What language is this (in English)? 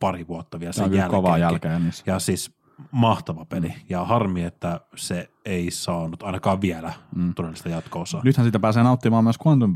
Finnish